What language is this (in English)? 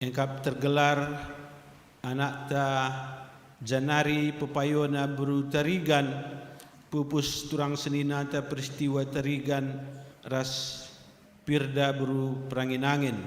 Batak Karo